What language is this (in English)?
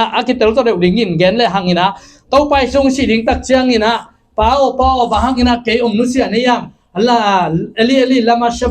Tedim Chin